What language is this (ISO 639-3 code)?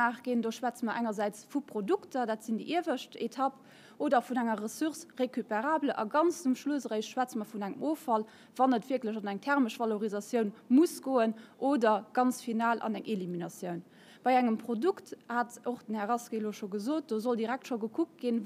ltz